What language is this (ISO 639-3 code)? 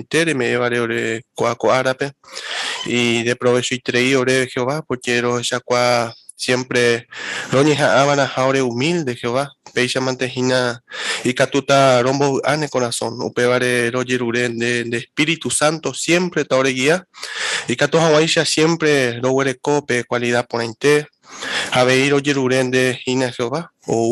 grn